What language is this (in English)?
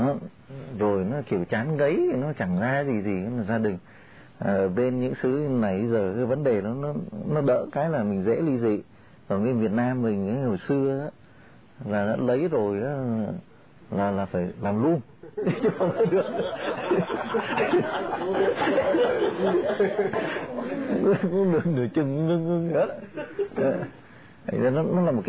Vietnamese